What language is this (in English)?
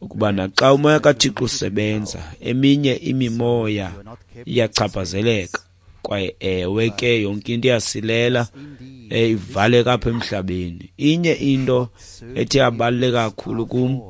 Xhosa